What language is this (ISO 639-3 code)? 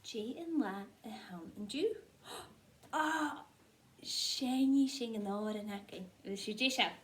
gla